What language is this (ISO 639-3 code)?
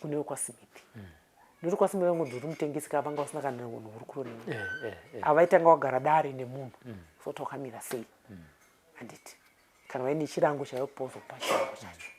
sna